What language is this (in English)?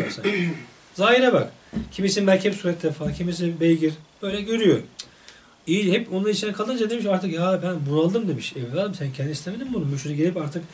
Turkish